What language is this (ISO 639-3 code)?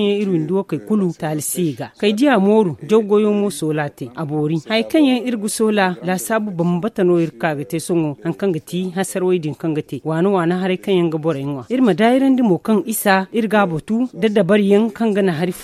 dje